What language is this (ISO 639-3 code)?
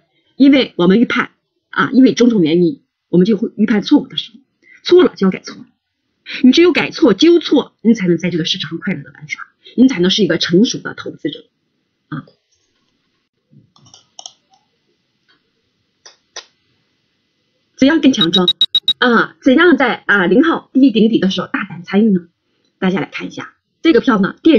zho